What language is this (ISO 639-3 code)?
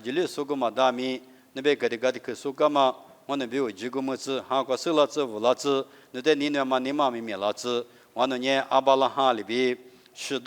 lis